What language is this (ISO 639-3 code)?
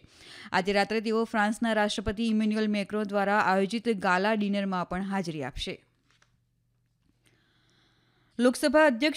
guj